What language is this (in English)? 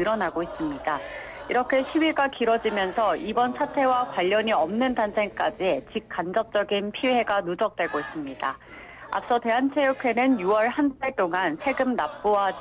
Korean